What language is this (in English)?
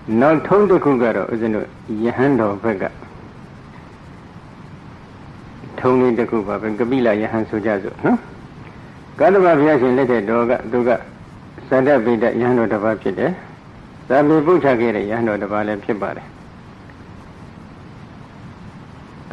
Burmese